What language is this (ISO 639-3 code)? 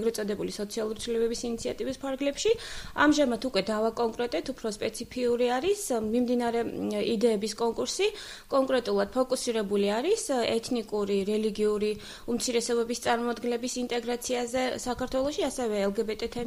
kat